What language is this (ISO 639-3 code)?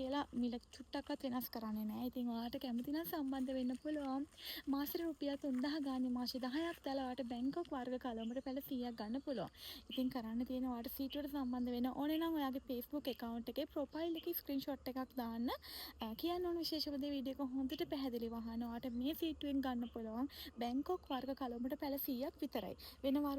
sin